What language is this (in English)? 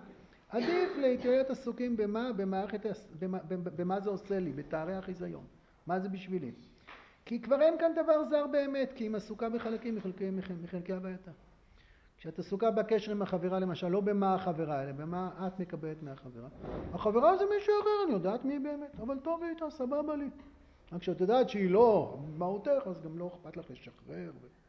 Hebrew